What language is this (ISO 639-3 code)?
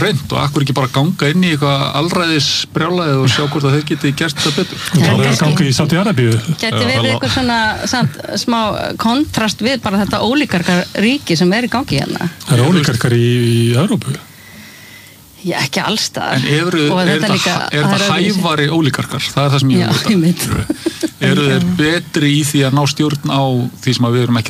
isl